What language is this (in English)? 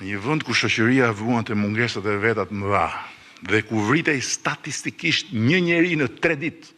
Albanian